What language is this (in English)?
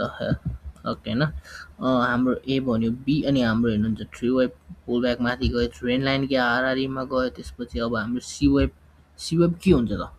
Nepali